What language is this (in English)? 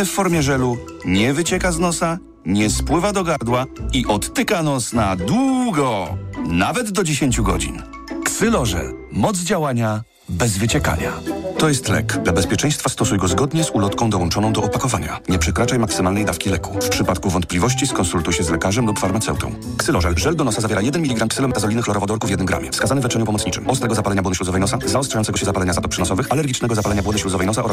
Polish